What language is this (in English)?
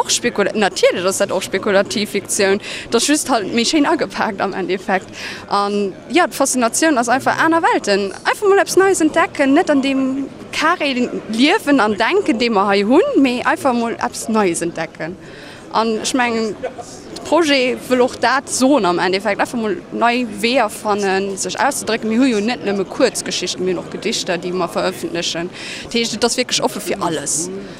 Luxembourgish